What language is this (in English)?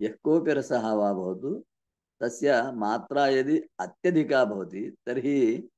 Sanskrit